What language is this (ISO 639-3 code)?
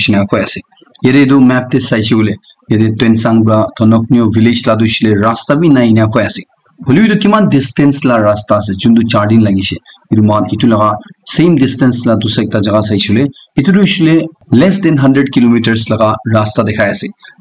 nag